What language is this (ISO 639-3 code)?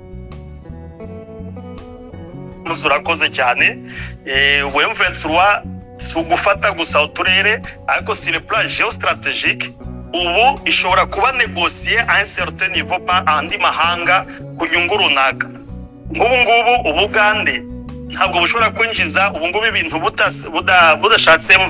kin